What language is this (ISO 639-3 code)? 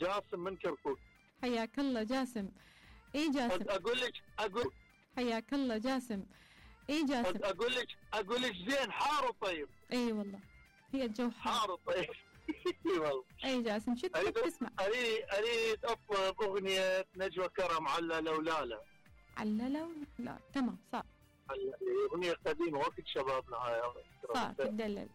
acm